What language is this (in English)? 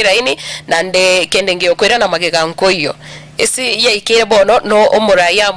Gusii